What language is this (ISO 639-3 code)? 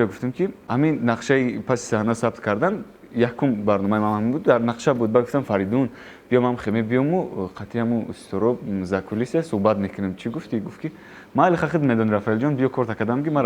tgk